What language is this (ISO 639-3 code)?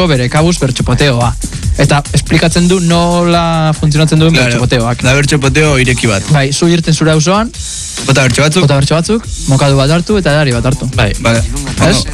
eus